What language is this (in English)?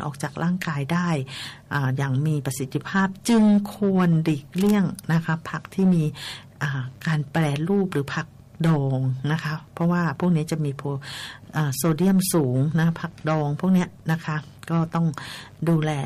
Thai